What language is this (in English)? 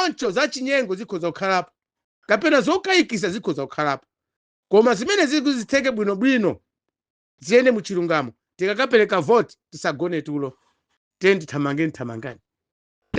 Nyanja